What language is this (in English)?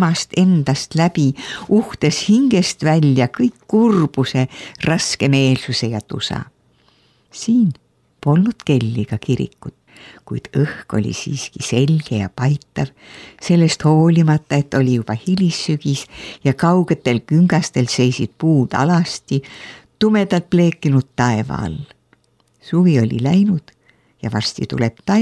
Estonian